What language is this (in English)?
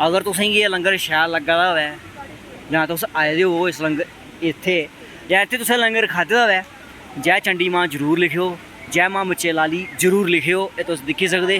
Dogri